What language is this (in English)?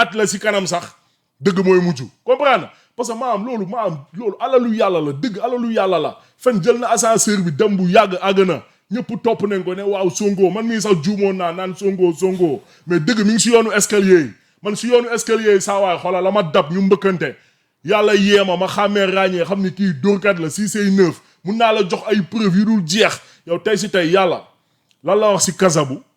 Wolof